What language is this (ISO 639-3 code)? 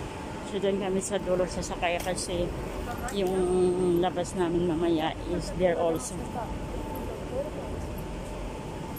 fil